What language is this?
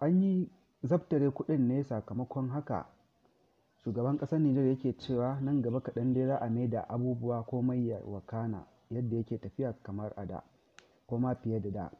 Hausa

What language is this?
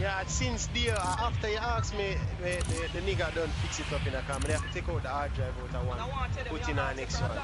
Jamaican Creole English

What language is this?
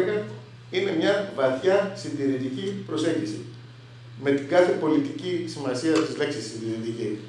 Greek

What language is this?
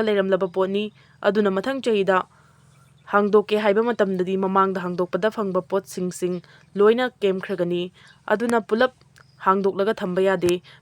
Manipuri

